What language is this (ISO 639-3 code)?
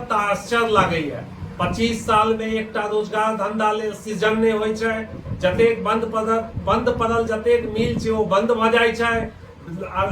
mai